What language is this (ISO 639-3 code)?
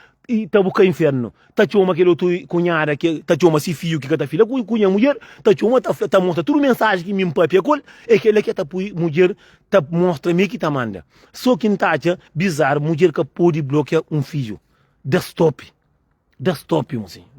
kea